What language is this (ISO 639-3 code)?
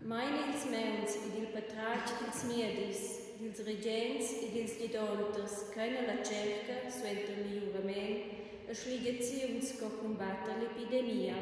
roh